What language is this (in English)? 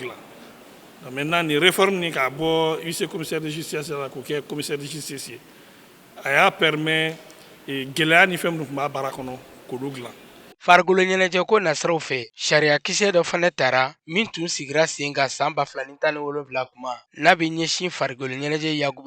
Bambara